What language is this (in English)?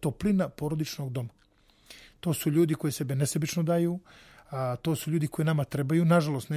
Serbian